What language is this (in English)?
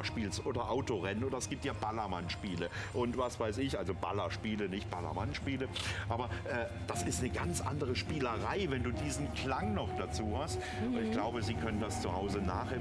German